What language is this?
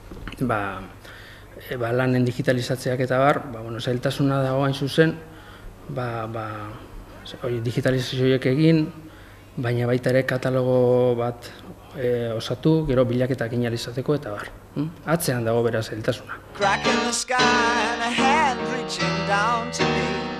Basque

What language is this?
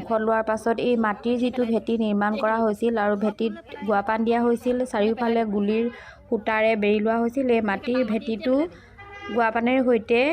Assamese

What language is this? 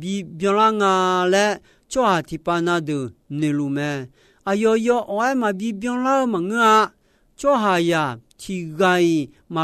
Akha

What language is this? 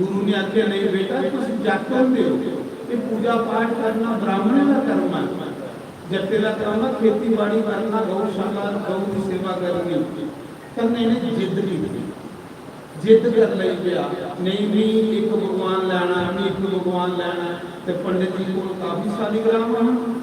Dogri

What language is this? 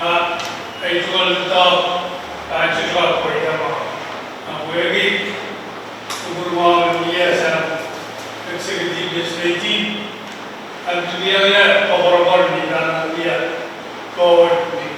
Pohnpeian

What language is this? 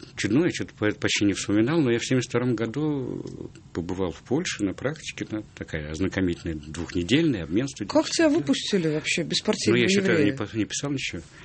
Russian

